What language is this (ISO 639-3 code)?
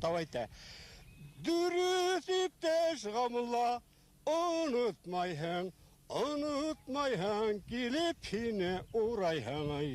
bak